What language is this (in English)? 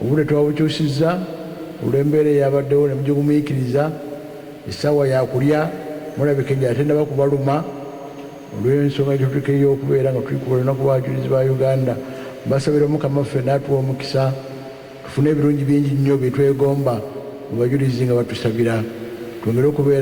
Ganda